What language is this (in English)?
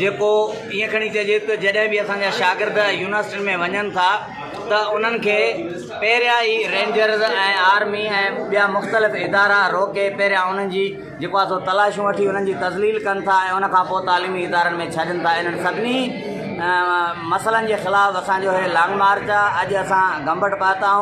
Sindhi